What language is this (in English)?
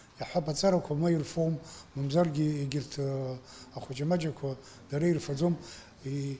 Abkhazian